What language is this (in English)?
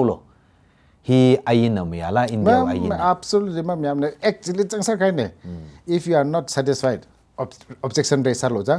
Tangkhul Naga (India)